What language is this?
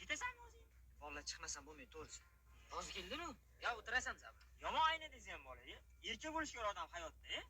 Uzbek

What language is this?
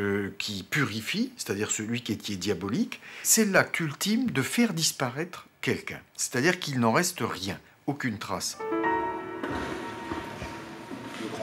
French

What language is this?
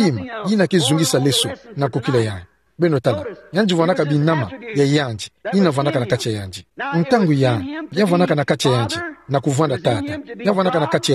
Kituba (Democratic Republic of Congo)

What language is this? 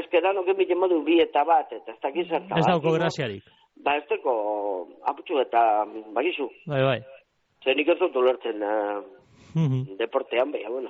Basque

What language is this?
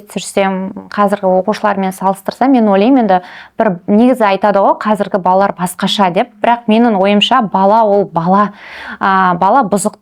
Kazakh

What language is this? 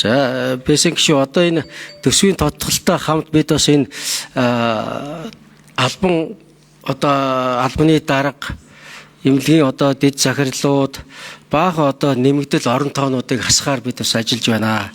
Mongolian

